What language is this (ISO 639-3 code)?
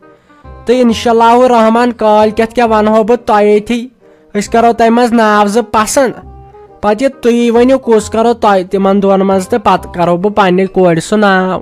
kas